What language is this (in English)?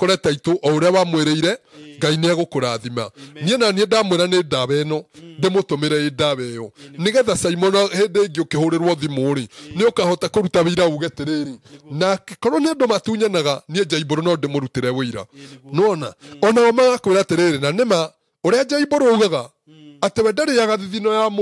Kikuyu